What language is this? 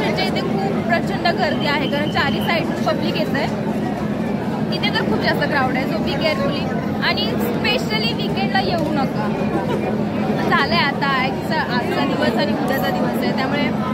Marathi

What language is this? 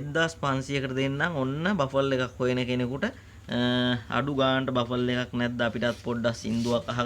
Sinhala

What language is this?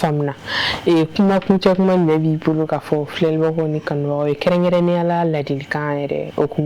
Bambara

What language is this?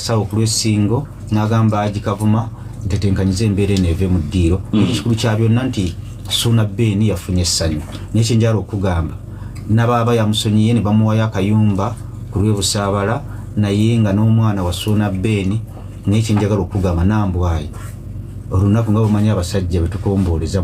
Ganda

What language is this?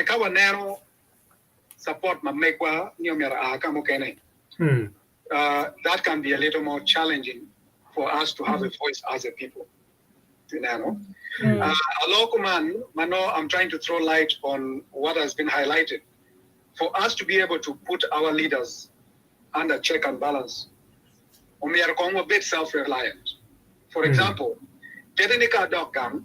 Acoli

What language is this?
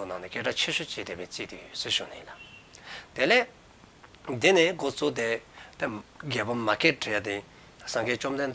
Dzongkha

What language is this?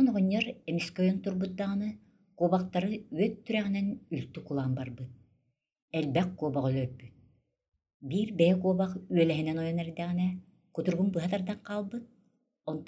Yakut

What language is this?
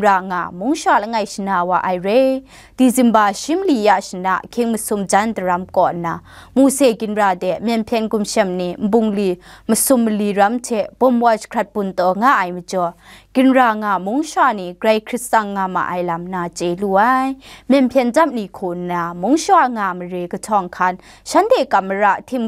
Kachin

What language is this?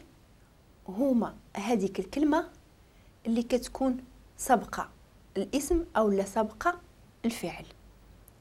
Moroccan Arabic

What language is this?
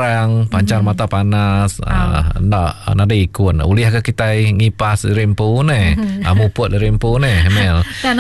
Iban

